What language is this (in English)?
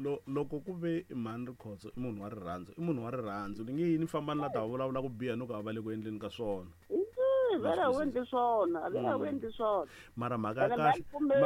Tsonga